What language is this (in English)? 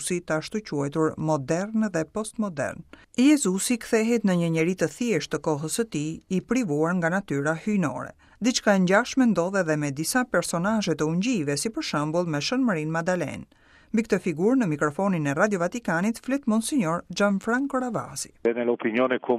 Albanian